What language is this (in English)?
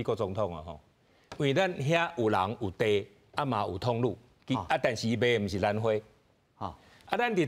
Min Nan Chinese